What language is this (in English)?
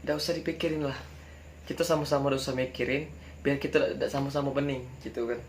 Musi